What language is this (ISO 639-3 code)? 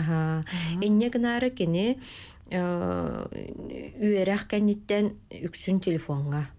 sah